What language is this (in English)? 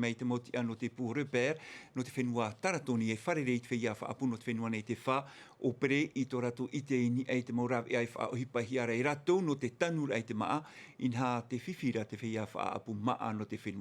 Tahitian